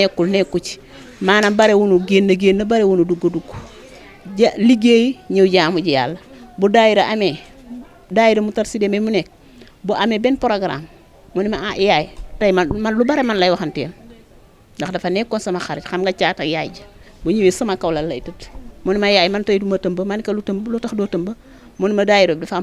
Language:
Wolof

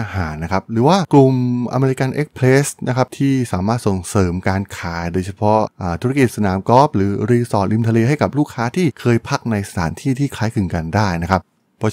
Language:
Thai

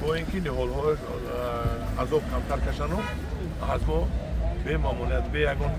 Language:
Tajik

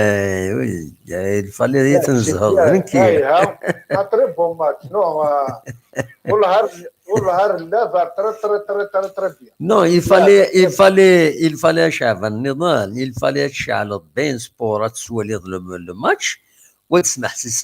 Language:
Kabyle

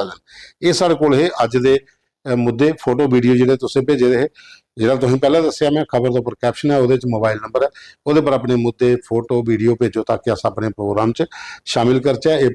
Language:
Dogri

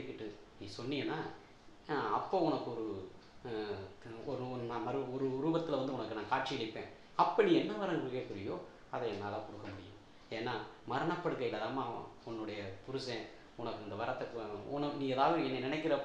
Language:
Tamil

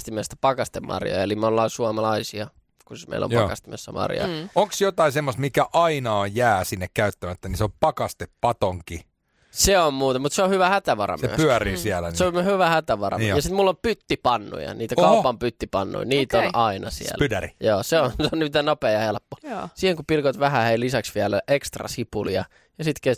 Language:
Finnish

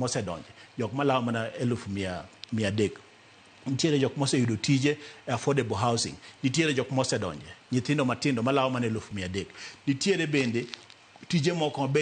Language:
Luo (Kenya and Tanzania)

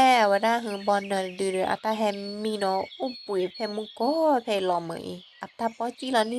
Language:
S'gaw Karen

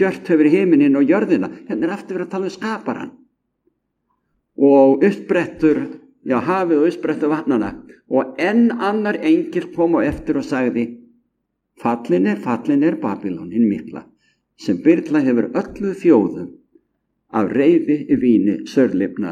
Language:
Icelandic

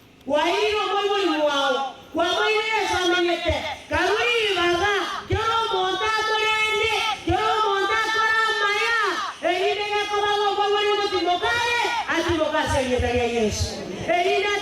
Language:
Gusii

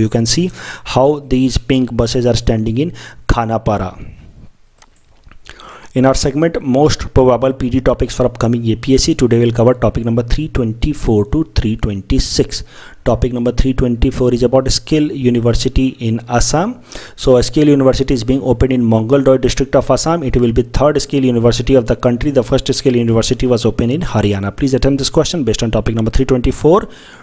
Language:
Hindi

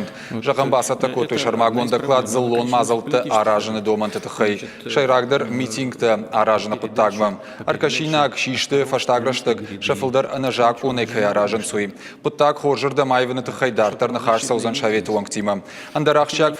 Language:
Ossetic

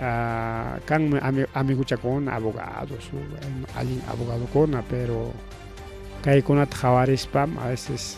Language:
Ayacucho Quechua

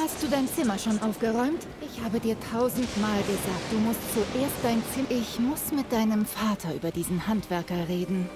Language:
Bavarian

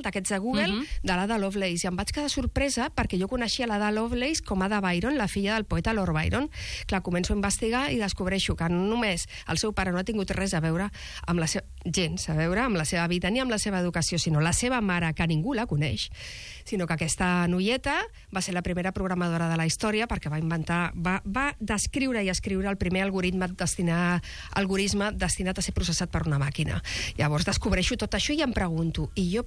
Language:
Catalan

